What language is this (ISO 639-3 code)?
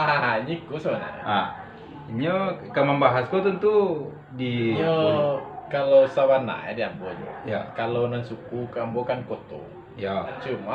min